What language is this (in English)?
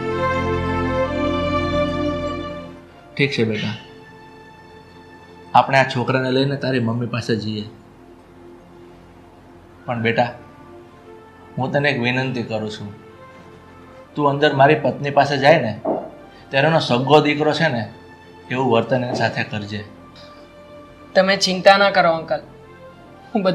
Gujarati